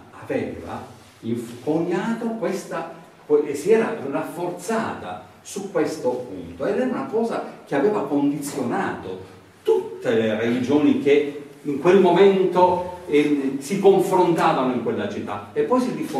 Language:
Italian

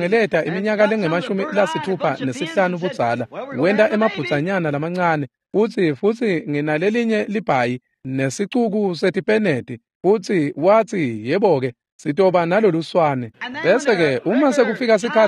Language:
Swati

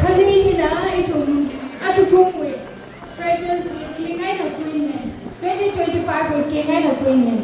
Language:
Tangkhul Naga (India)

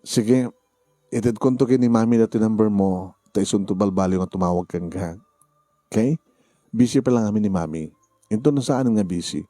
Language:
Iloko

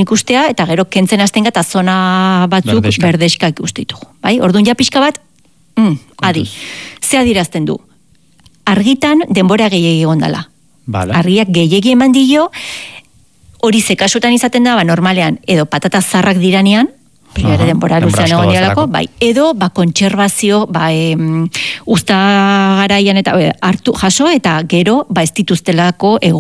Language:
Basque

